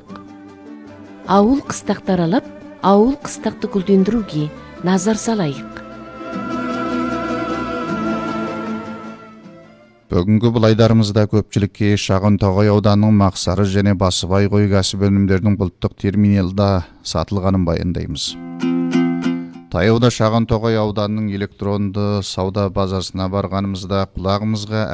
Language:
Kazakh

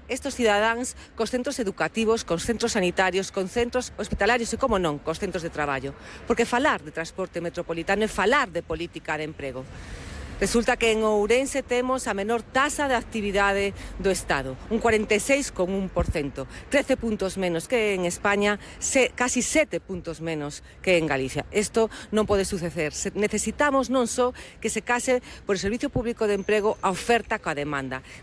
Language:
Galician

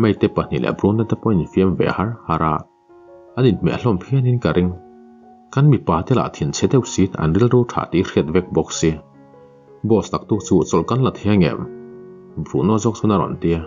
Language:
Mizo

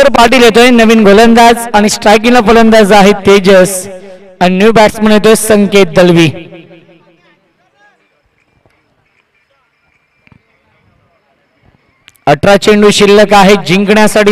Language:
Marathi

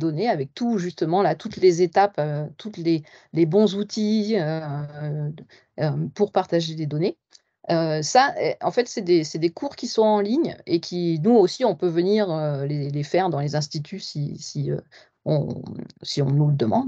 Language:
French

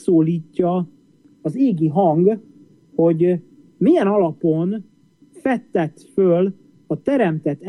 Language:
Hungarian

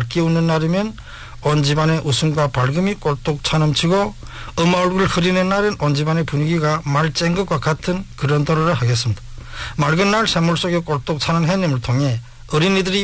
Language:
Korean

